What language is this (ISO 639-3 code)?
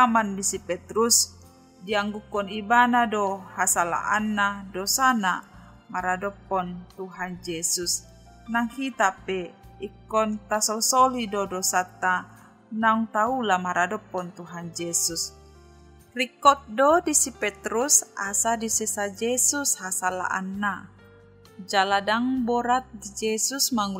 bbc